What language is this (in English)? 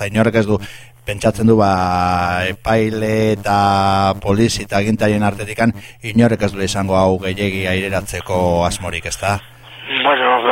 Basque